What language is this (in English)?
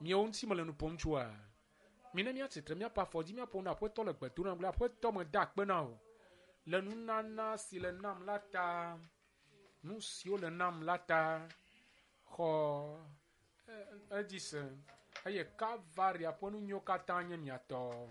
Ewe